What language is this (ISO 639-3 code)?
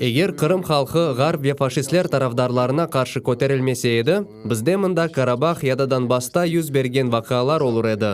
crh